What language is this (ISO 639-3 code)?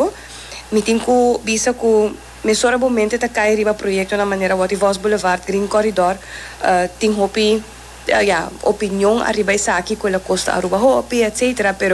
pap